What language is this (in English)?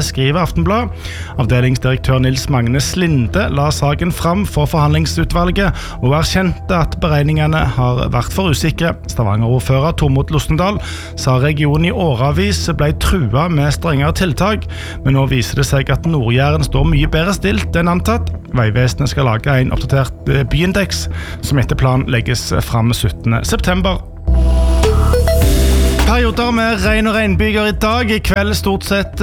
Norwegian